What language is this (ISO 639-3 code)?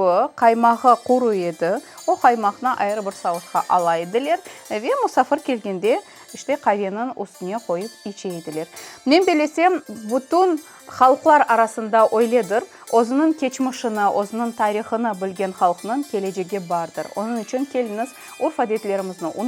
crh